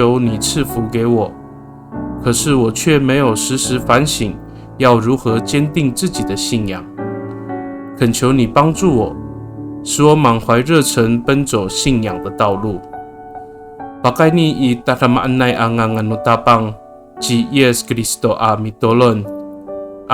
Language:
Amis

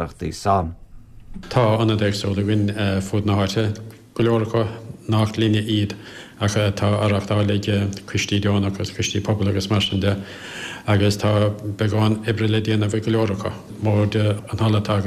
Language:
Irish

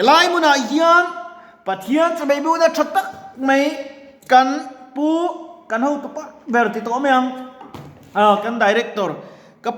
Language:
Mizo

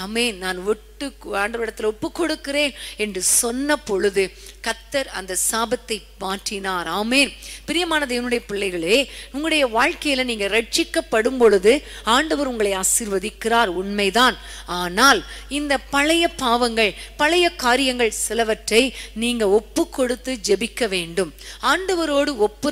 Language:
Tamil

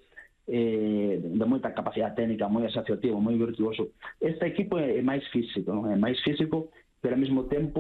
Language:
Galician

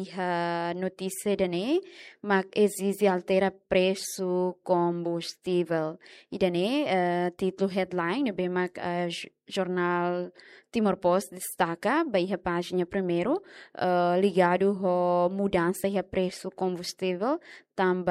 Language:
Tetum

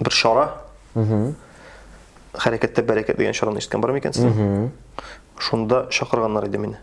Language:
Tatar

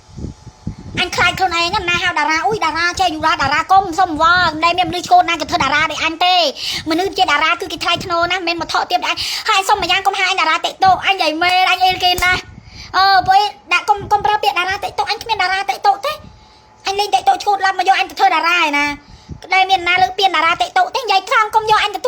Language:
Khmer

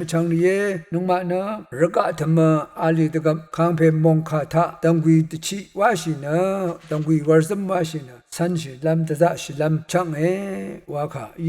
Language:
Rawang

